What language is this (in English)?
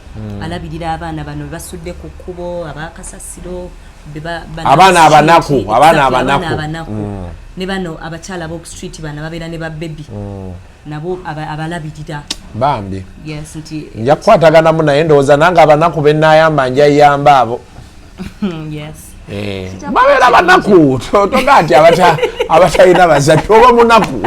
Ganda